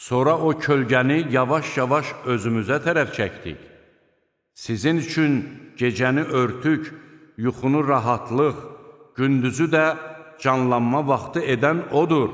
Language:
Azerbaijani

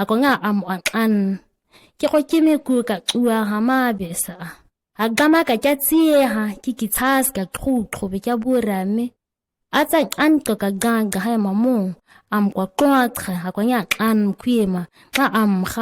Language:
ǁGana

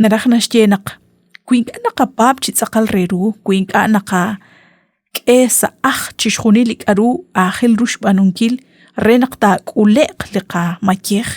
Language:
Kekchí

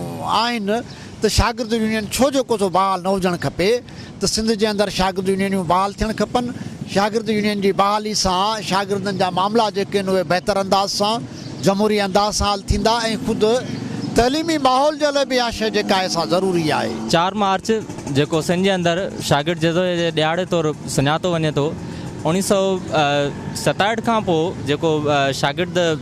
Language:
Sindhi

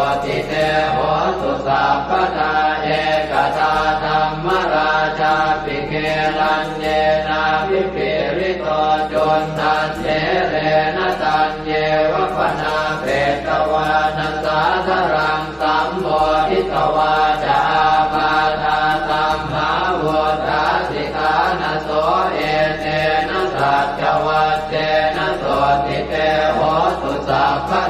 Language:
Pali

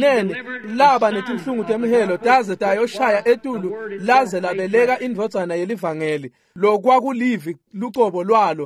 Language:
Swati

